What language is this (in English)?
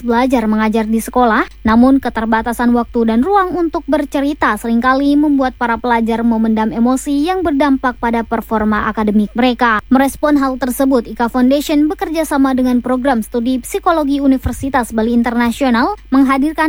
Indonesian